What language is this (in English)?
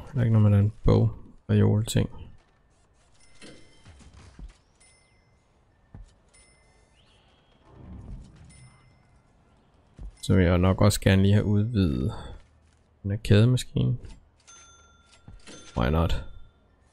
Danish